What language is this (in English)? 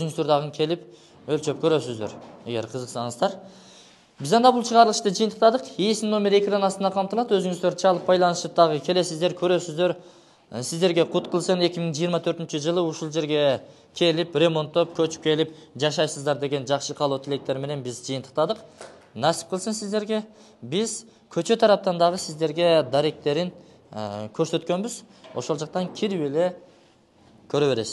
Kyrgyz